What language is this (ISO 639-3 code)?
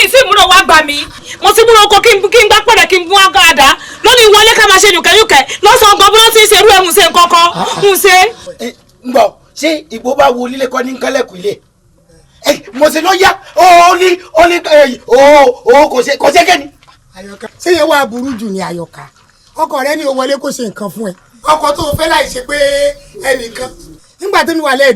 yor